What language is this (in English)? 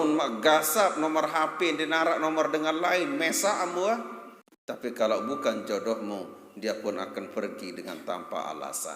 Sasak